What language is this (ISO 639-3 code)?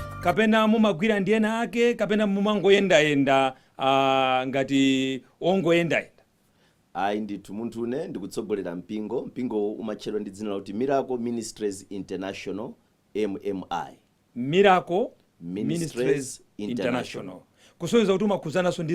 nya